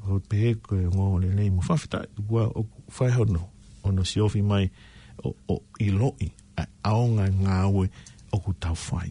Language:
Tongan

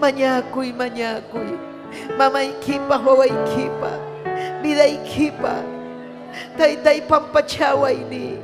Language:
Ayacucho Quechua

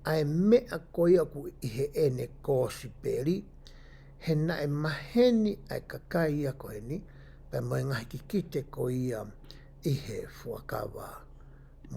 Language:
Tongan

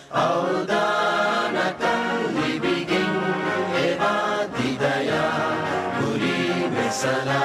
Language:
Divehi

